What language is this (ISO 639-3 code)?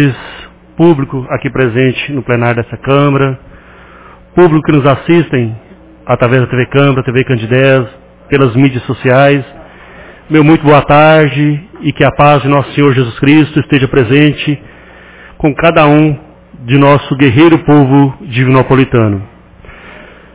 por